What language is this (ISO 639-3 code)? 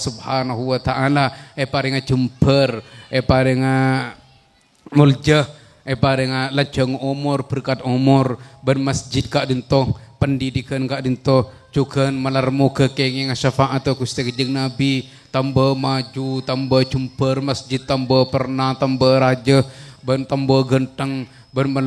mad